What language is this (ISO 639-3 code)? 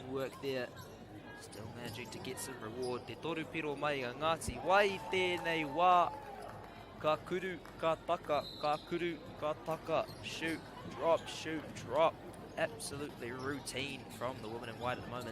mri